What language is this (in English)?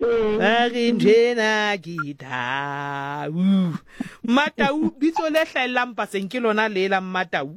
Southern Sotho